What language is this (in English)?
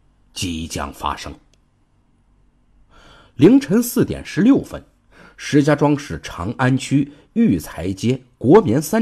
Chinese